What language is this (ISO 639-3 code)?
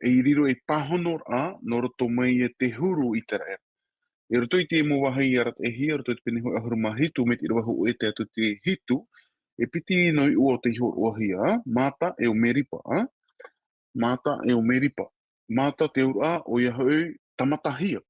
tah